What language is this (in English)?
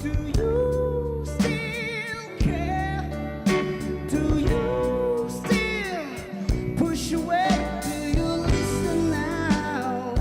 Tangkhul Naga (India)